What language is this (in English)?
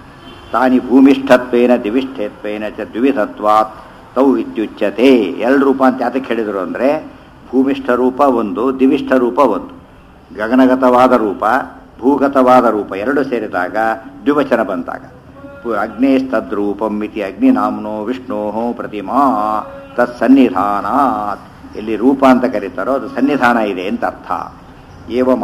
Kannada